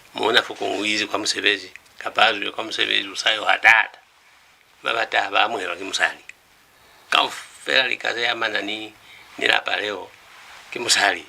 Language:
Lozi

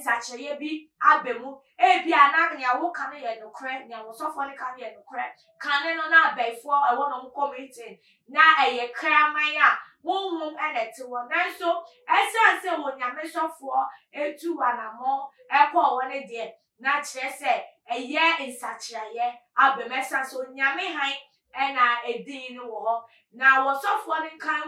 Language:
Akan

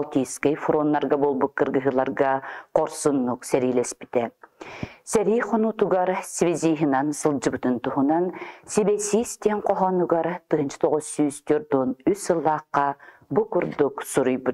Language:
Yakut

